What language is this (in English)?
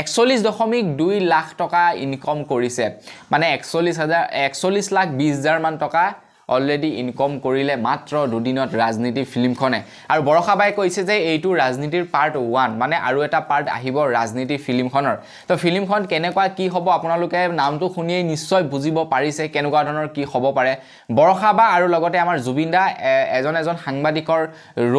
Assamese